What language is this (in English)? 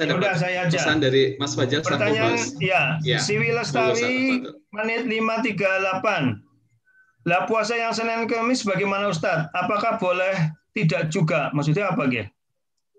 Indonesian